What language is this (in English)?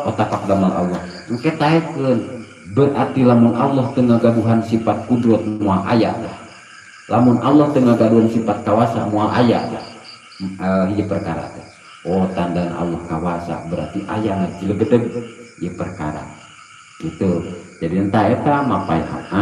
Sundanese